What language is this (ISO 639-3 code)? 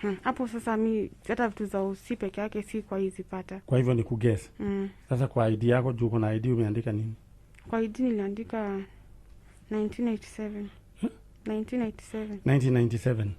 kik